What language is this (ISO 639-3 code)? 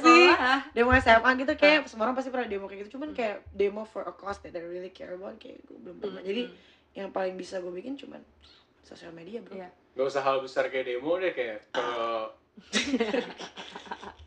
ind